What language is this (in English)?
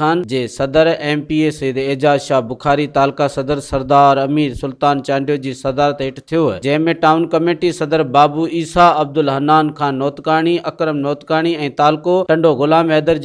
Sindhi